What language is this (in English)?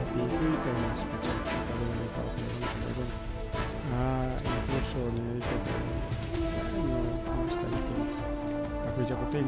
Ayacucho Quechua